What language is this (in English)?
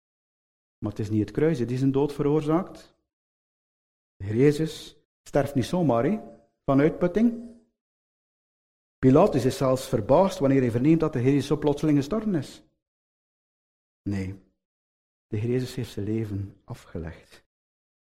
Dutch